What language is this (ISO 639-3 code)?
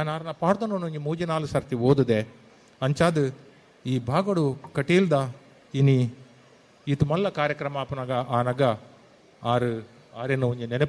tcy